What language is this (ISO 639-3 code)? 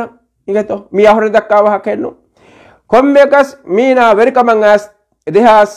div